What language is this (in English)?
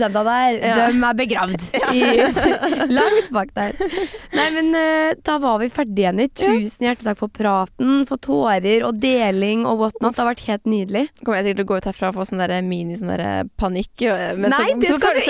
Norwegian